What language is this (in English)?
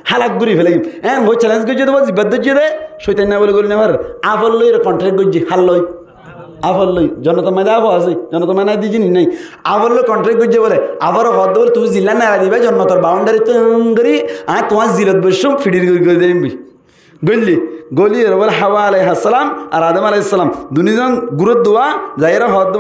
Rohingya